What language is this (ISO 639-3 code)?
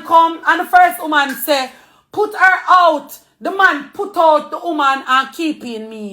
jam